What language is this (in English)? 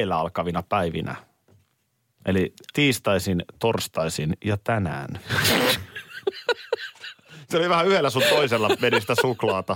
Finnish